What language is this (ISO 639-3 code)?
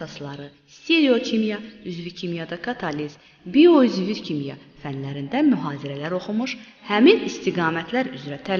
aze